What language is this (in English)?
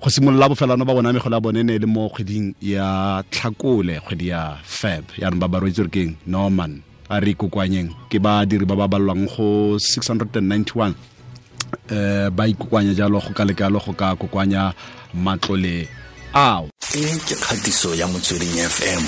Tswana